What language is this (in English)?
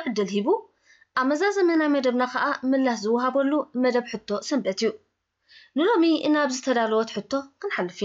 Tigrinya